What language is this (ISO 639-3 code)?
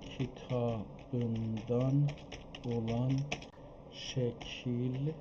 azb